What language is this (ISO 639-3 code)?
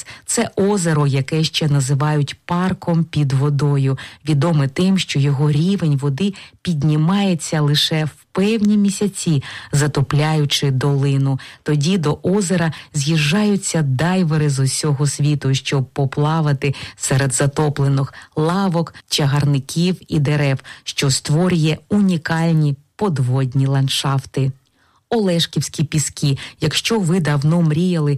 ukr